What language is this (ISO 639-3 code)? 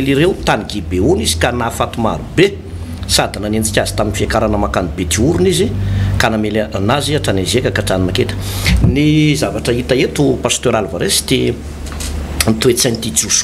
mlg